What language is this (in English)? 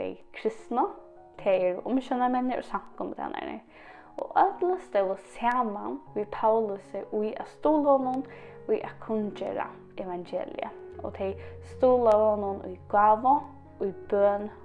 Faroese